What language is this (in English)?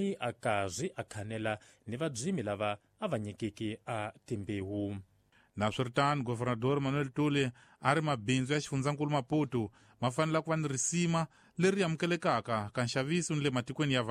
Tsonga